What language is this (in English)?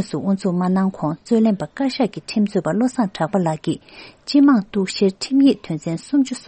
Tibetan